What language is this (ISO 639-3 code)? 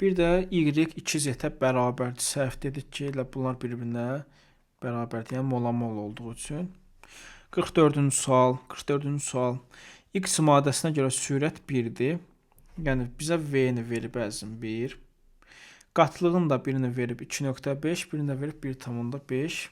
aze